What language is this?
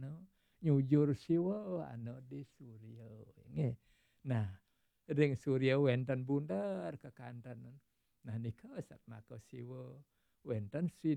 Balinese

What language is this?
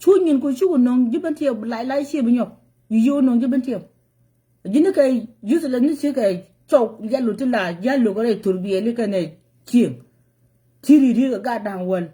Nuer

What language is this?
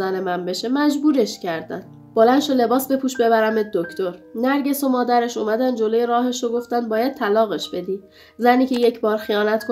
Persian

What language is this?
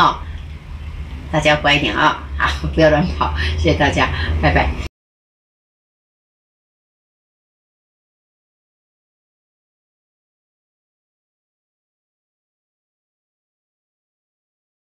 Chinese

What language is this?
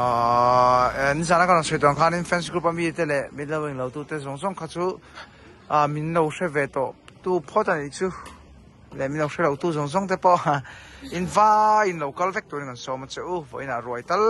Mizo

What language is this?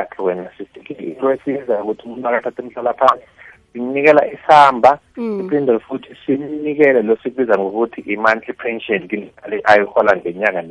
South Ndebele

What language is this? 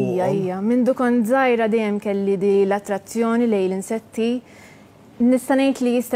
Maltese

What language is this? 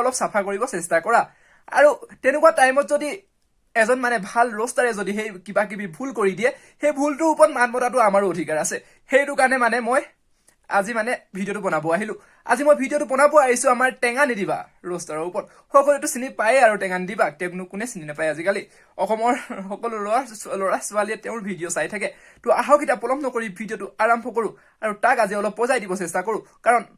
Assamese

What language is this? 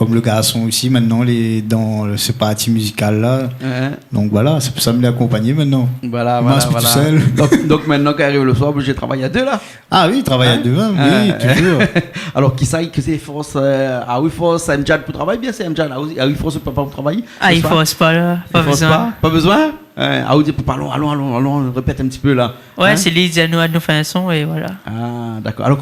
Réunion Creole French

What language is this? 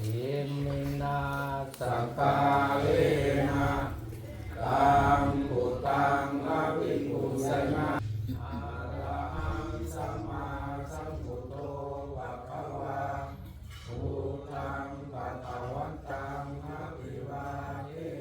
Pali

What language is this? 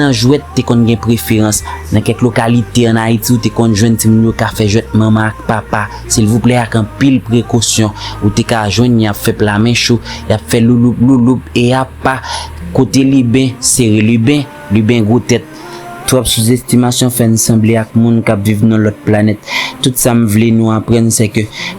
Haitian Creole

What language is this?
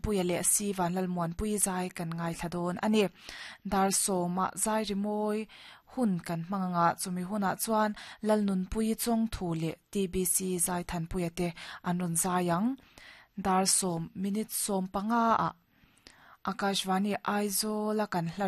Mizo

